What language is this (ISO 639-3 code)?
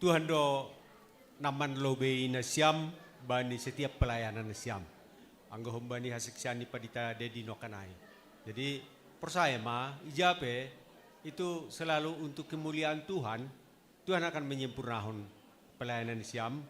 bts